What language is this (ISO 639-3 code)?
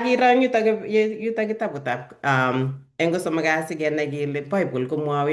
kln